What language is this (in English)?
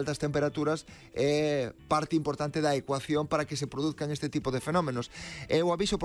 Galician